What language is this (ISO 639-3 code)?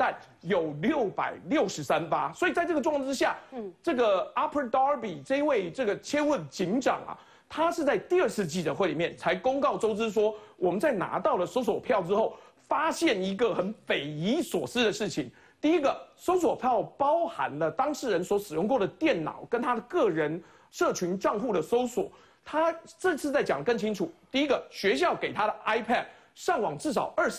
zho